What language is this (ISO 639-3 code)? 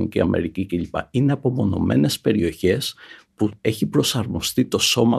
ell